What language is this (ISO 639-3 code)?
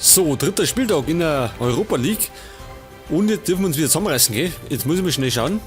bar